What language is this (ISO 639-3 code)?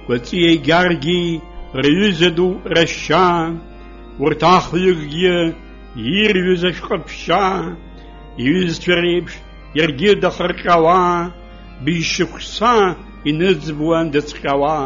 abk